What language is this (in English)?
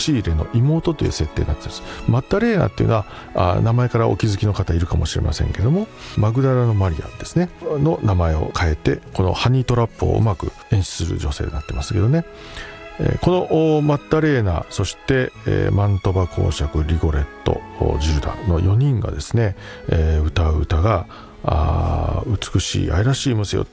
Japanese